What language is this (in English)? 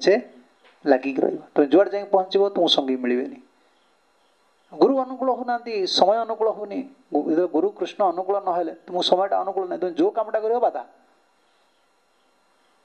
Odia